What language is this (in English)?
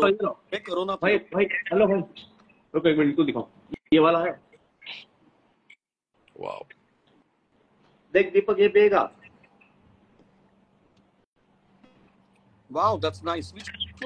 Hindi